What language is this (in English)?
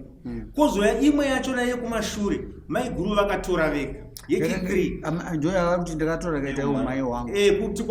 Shona